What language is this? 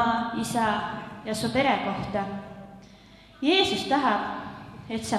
Estonian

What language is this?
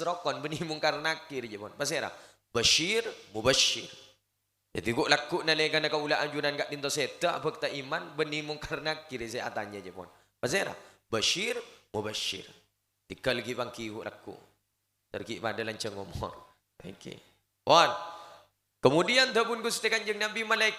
Madurese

